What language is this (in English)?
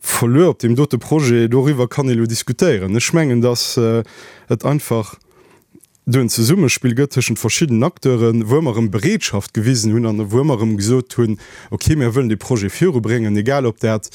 Luxembourgish